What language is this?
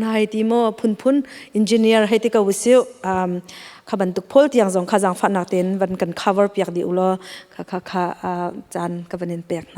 Hakha Chin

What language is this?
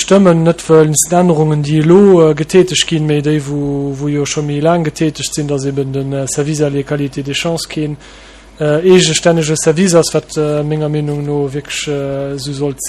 Luxembourgish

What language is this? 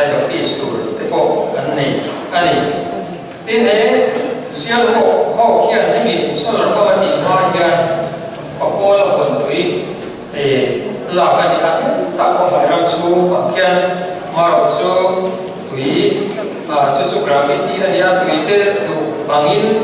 Mizo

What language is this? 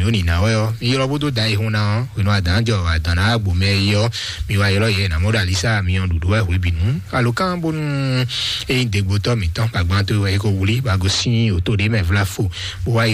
Fon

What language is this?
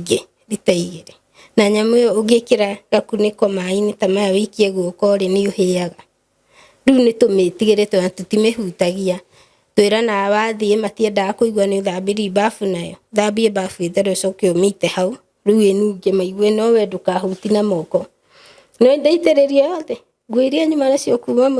Kikuyu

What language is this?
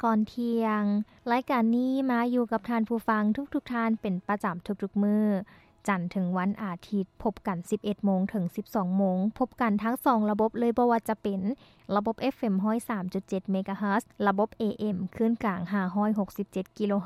Lao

